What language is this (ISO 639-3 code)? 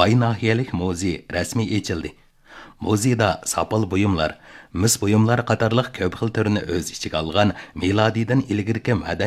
uig